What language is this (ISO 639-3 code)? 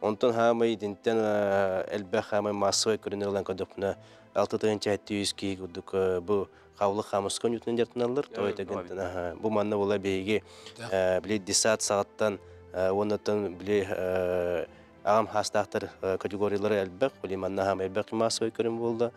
sah